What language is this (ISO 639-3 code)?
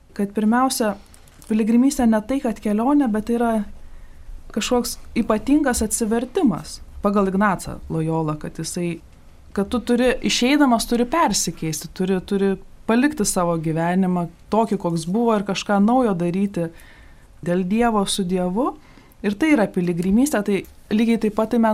lit